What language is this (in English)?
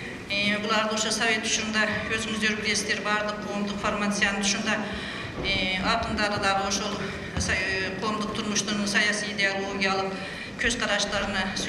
Kyrgyz